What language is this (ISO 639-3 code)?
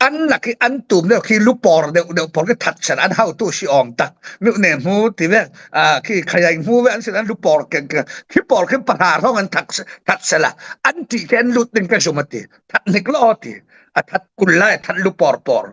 cfm